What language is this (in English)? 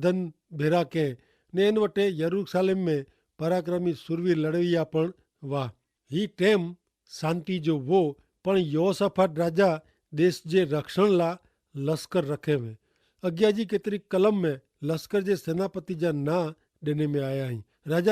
Kachhi